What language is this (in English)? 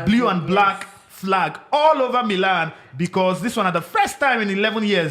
Nigerian Pidgin